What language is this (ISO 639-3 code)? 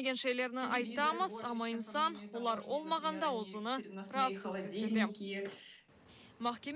crh